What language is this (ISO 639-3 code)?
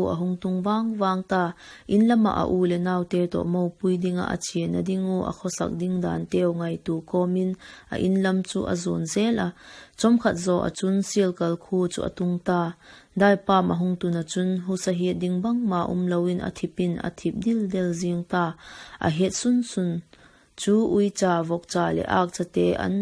vap